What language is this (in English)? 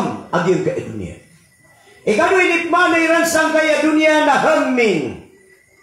Maranao